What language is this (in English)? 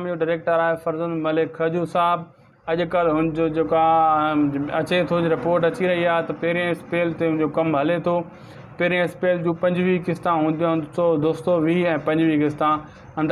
Sindhi